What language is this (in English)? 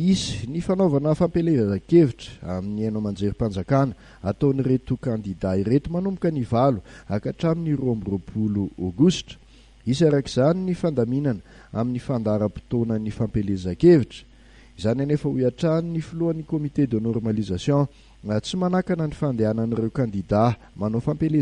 Malagasy